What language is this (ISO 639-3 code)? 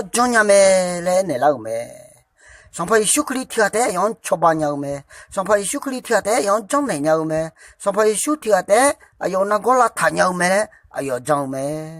ahk